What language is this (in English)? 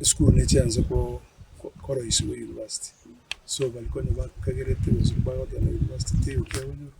Gusii